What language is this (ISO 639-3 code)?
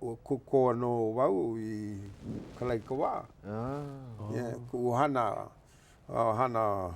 haw